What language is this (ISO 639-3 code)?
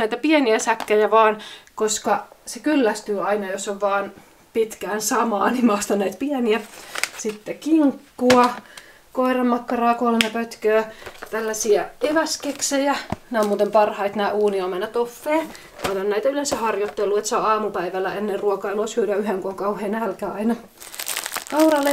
fin